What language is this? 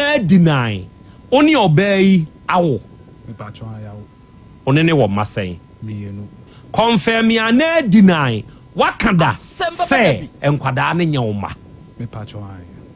Akan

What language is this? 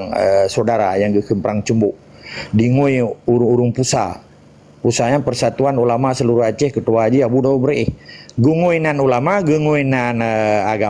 Achinese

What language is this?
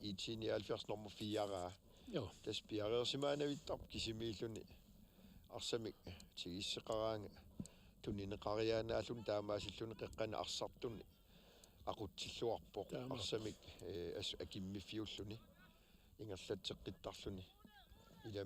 Kalaallisut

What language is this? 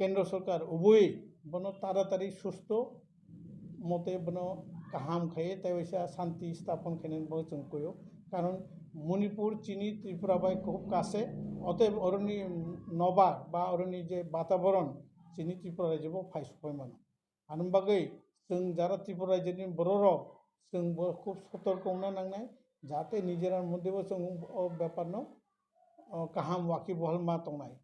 Kok Borok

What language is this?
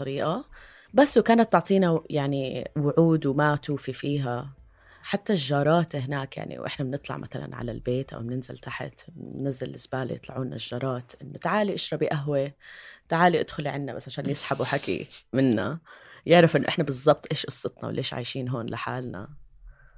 North Levantine Arabic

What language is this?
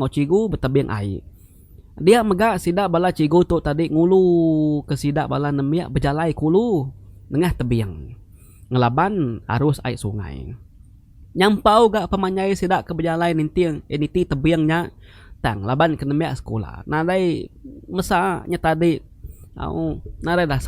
Iban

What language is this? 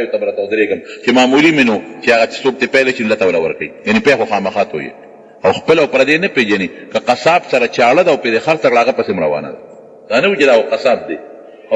Pashto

